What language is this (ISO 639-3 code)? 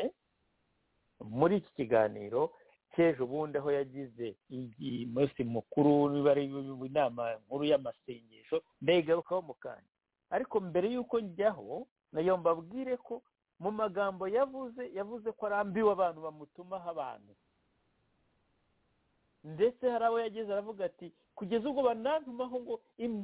kin